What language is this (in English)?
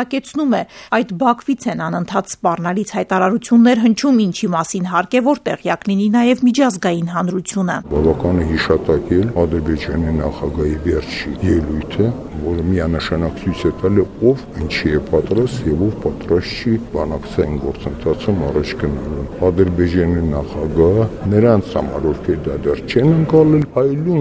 Armenian